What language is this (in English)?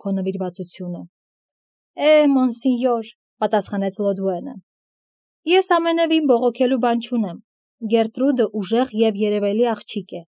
Armenian